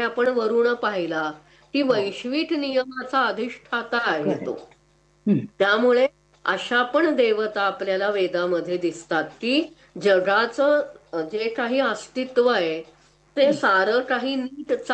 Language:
Marathi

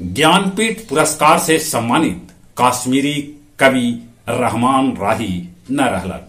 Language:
Magahi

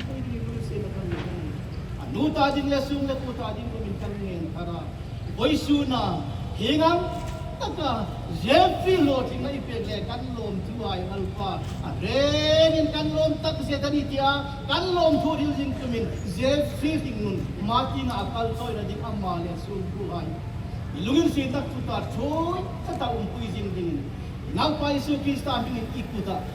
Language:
Hmar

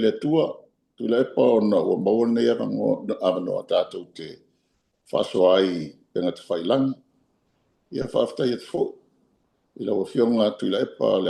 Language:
Samoan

